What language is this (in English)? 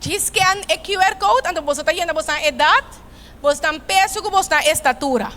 Papiamento